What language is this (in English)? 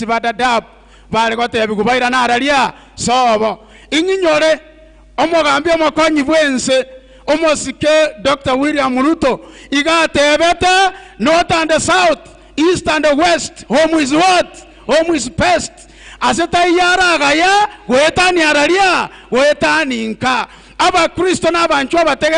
Gusii